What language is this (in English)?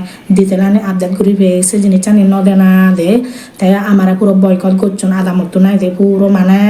Chakma